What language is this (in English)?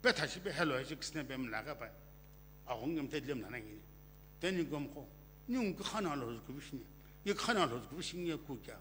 Sumi Naga